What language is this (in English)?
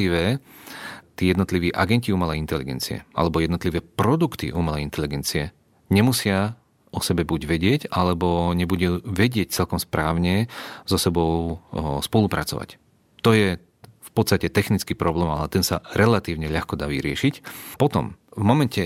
Slovak